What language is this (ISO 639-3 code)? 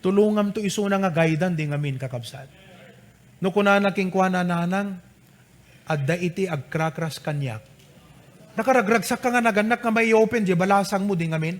ilo